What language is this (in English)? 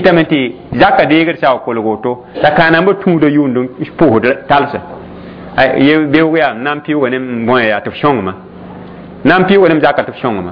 Mossi